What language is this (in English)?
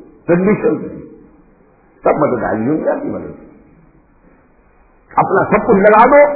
Urdu